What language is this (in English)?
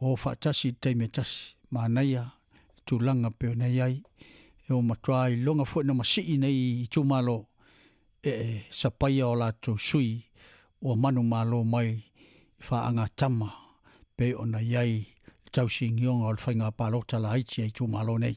Samoan